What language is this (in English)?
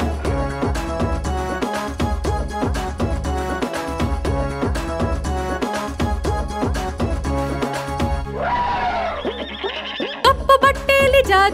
Kannada